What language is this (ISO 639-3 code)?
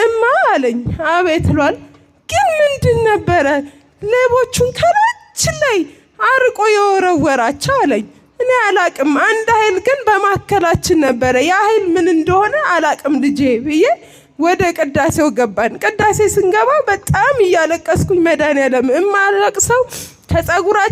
amh